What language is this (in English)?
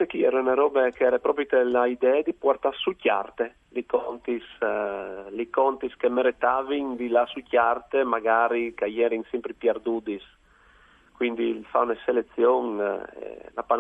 Friulian